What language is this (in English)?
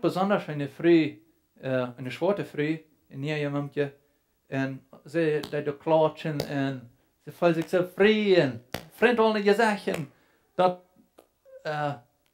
Plautdietsch